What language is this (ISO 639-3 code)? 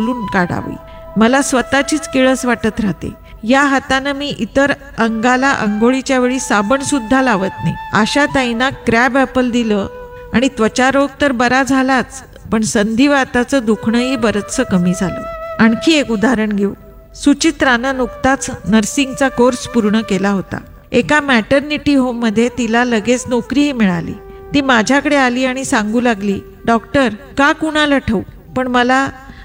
mar